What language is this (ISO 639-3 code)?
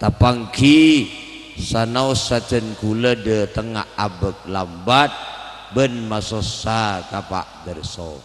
mad